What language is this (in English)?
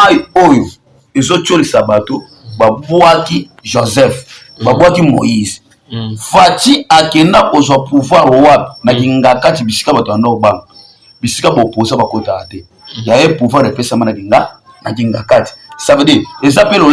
Lingala